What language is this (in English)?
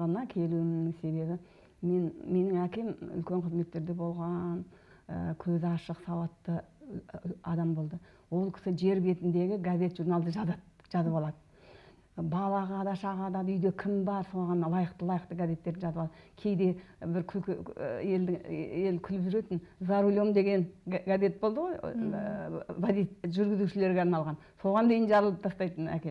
Kazakh